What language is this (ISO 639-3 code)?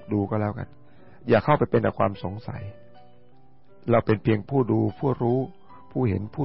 tha